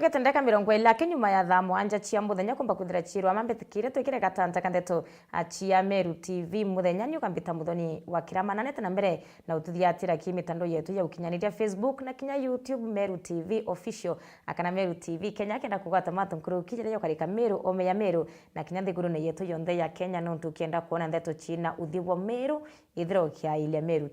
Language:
Meru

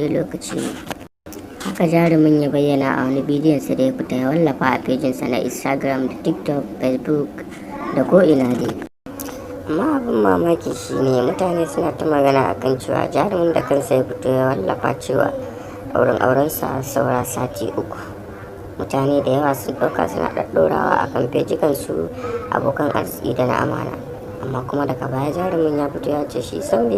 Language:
Hausa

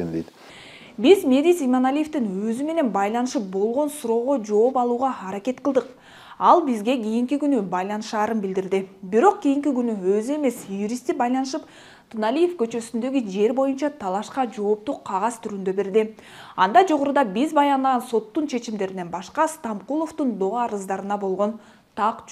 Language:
Kyrgyz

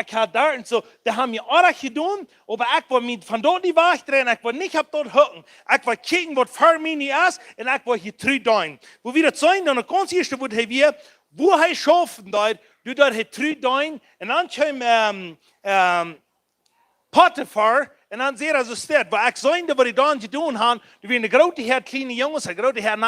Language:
Plautdietsch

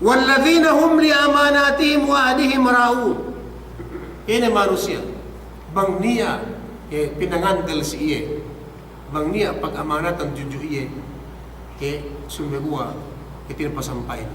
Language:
Yakan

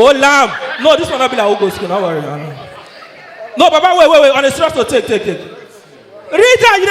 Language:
Nigerian Pidgin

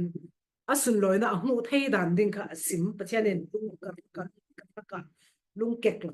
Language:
Falam Chin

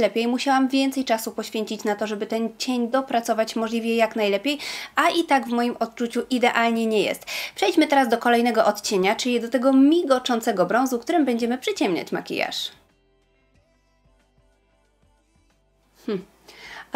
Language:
Polish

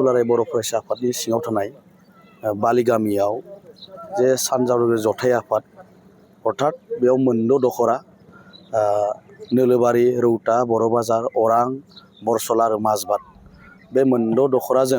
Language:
Bodo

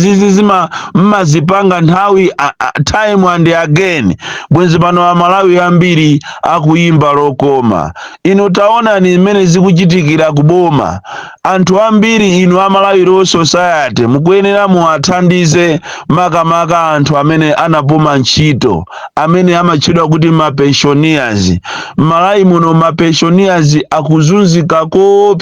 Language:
Nyanja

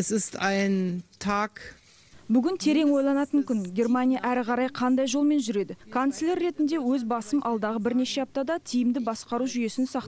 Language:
Kazakh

